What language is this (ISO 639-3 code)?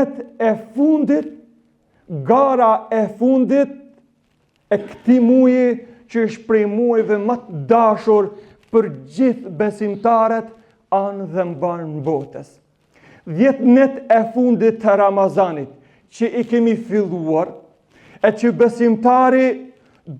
sqi